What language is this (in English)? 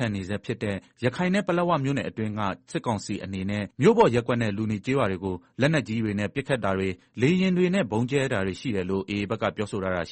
Burmese